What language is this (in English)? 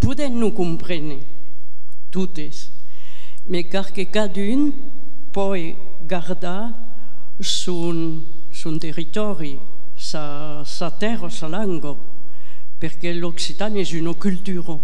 Occitan